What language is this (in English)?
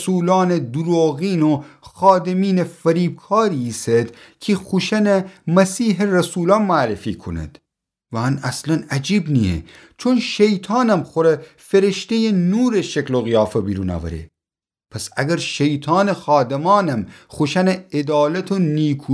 Gilaki